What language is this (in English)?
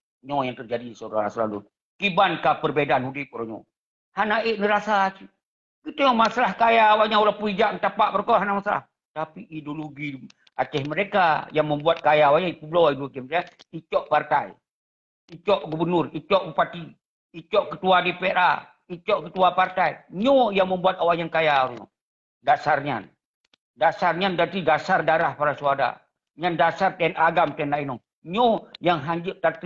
Achinese